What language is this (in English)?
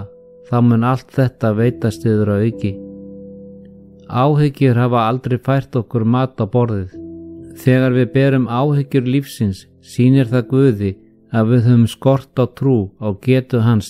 Icelandic